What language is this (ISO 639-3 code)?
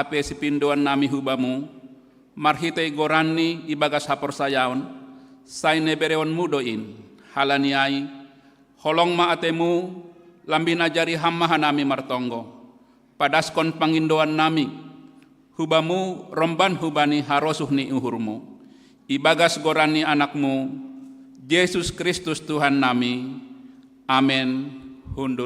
bts